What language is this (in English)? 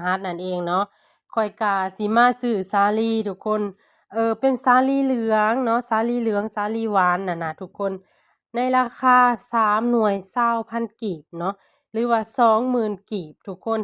Lao